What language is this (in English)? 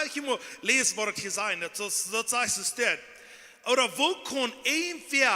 Plautdietsch